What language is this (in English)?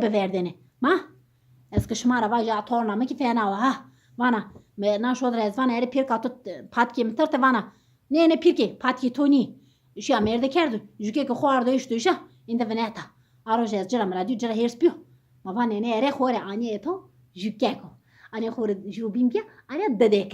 Zaza